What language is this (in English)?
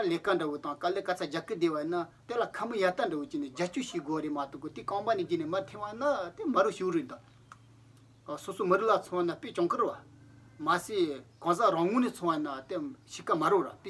Tibetan